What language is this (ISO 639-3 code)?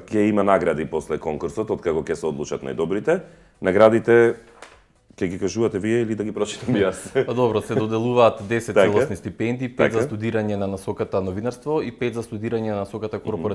mkd